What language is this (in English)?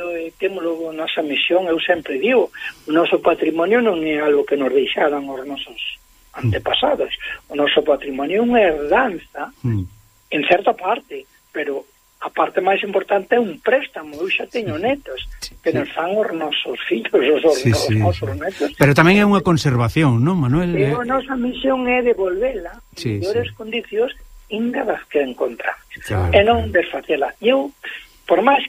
Galician